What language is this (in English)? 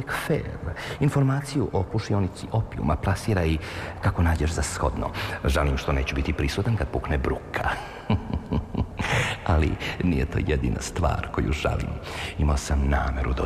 Serbian